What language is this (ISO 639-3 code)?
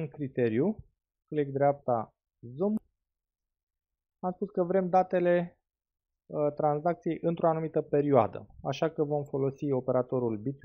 ron